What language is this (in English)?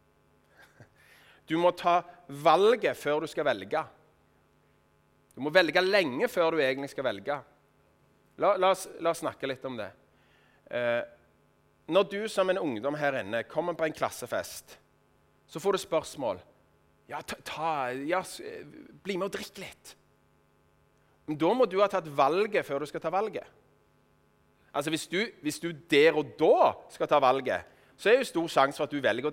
Norwegian